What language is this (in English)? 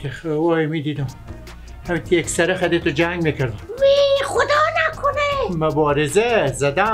Persian